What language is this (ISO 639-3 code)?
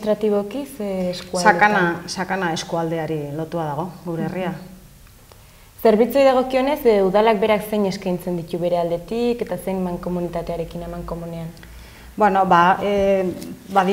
eus